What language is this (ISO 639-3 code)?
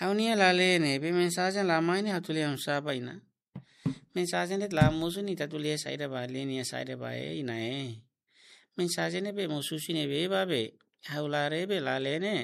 tet